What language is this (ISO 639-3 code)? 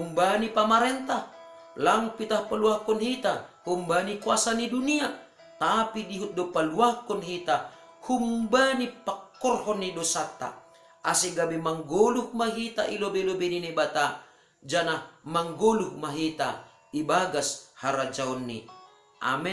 bts